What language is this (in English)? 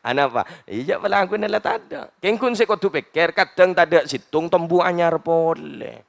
Madurese